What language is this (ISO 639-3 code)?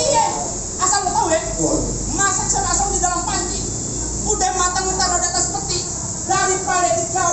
bew